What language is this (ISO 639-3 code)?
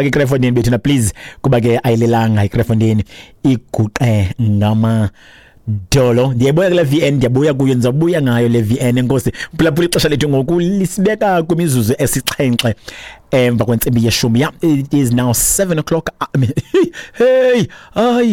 xho